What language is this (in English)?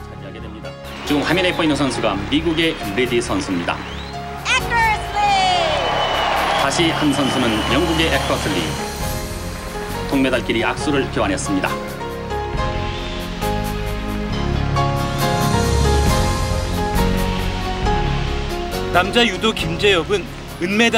Korean